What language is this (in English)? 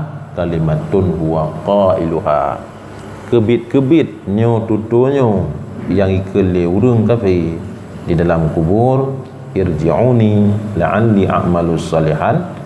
Achinese